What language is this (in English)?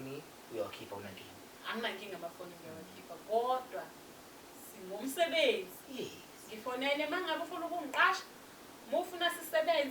Zulu